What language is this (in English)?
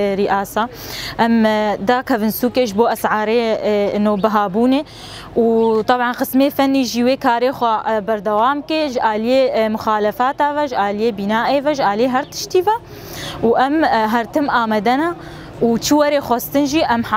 Kurdish